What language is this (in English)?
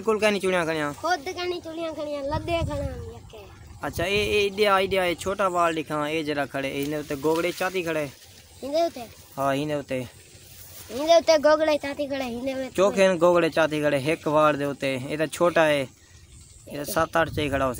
Saraiki